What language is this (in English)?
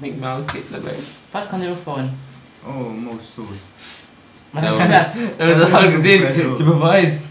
Luxembourgish